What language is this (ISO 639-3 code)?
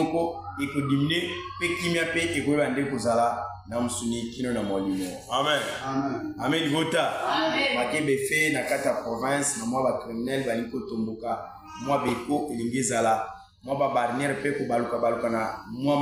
lin